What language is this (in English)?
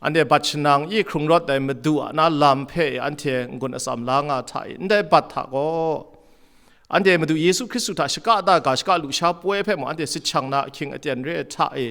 Kachin